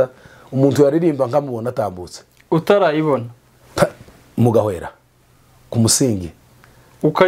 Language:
Kinyarwanda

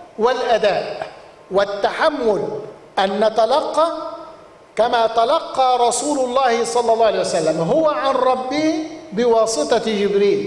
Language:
Arabic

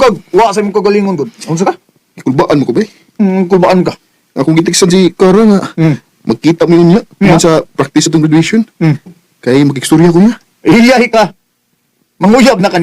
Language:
Cebuano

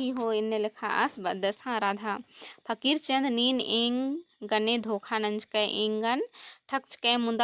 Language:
Kurukh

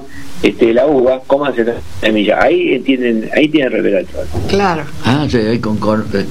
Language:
Spanish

